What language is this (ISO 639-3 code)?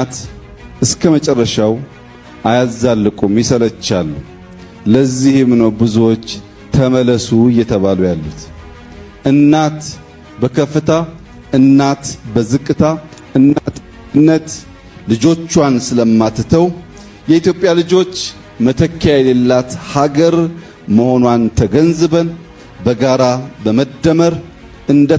amh